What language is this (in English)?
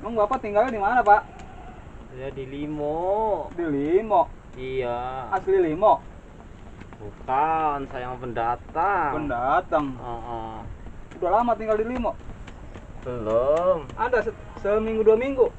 Betawi